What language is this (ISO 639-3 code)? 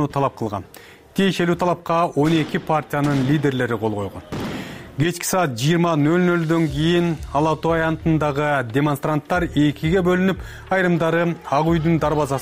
kir